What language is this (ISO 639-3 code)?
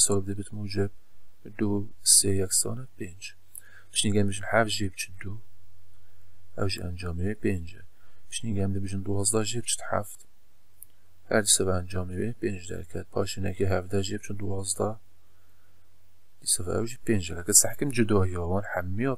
kur